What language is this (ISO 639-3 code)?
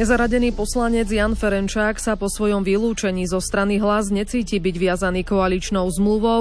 slk